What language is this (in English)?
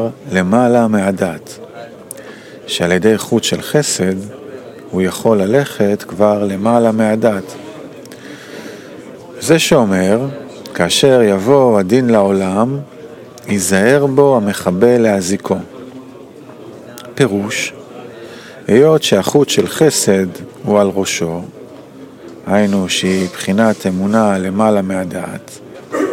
Hebrew